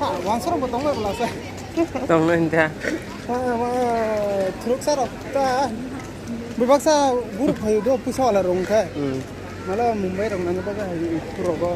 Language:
Kok Borok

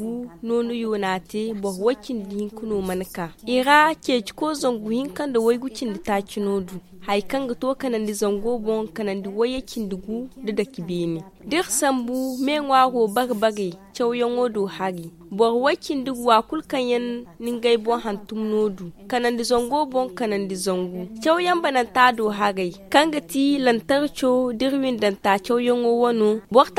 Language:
Zarma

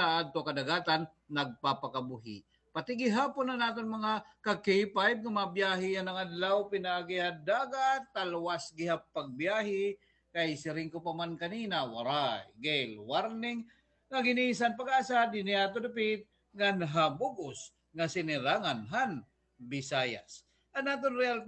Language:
Waray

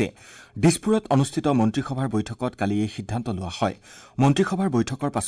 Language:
Assamese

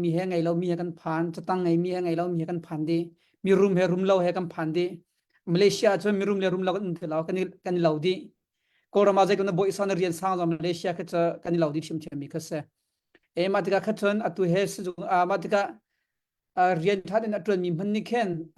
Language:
Hakha Chin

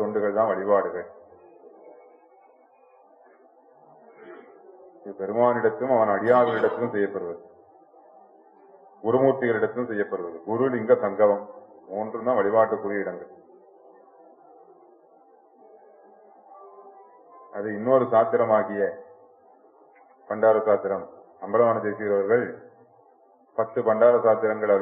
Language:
Tamil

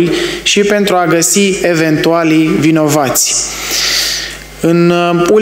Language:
Romanian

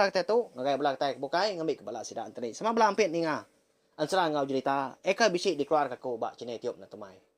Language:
Iban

